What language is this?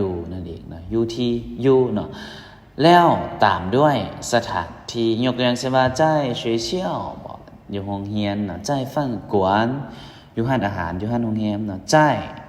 Lao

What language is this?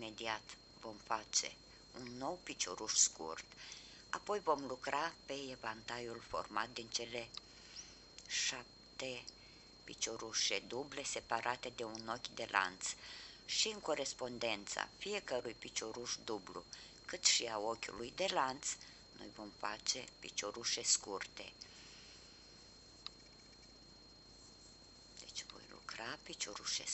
Romanian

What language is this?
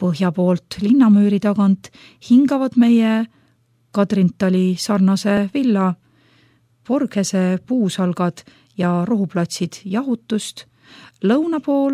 Estonian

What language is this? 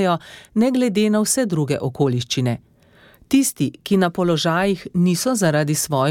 Slovenian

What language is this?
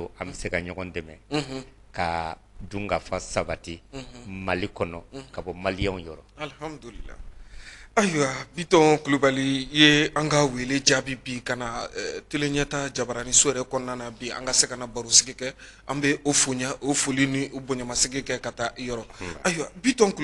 Bambara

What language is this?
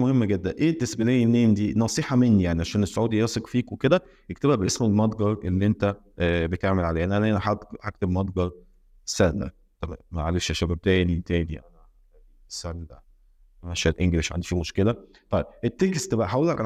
Egyptian Arabic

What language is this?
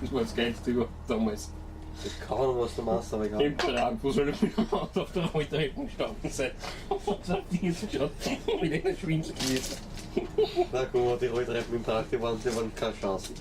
Bavarian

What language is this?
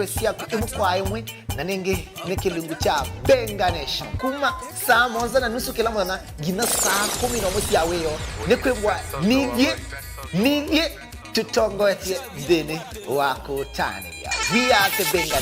Kamba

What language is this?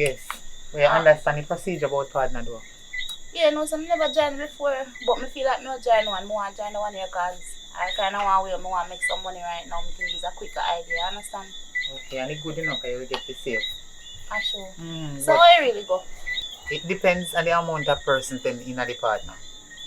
Jamaican Creole English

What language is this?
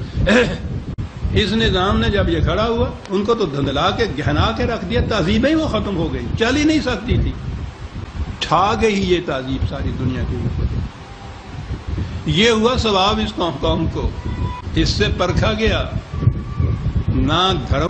Urdu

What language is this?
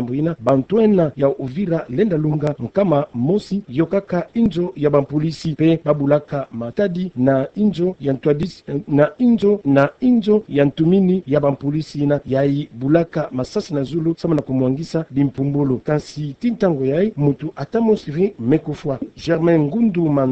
Kituba (Democratic Republic of Congo)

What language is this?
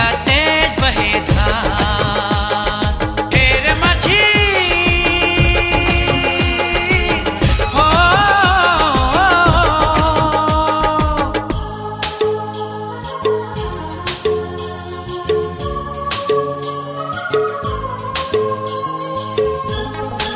Bhojpuri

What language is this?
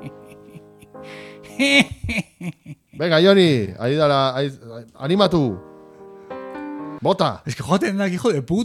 Basque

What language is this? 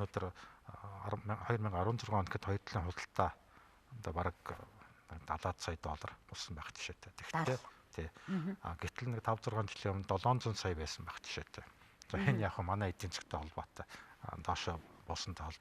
Mongolian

